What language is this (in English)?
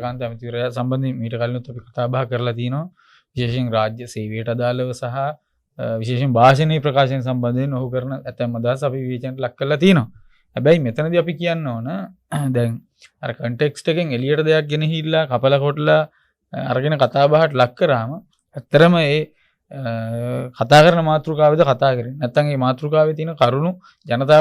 Sinhala